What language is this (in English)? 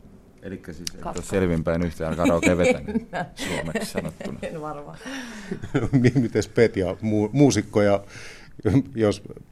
Finnish